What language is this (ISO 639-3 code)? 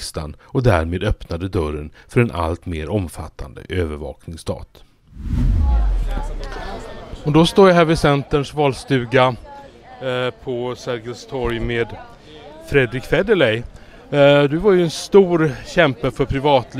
swe